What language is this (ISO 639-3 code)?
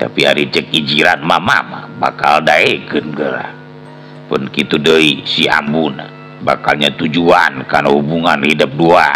sun